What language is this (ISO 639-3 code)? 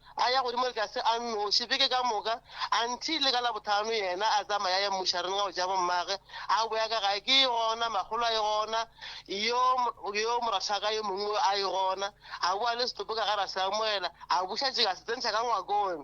nso